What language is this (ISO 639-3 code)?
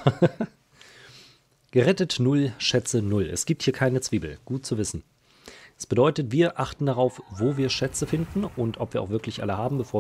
deu